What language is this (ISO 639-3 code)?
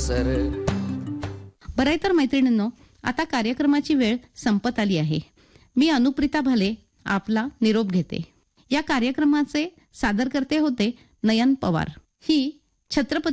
mar